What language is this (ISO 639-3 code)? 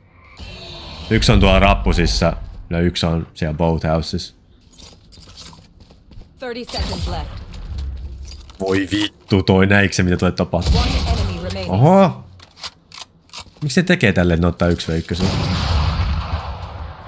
fin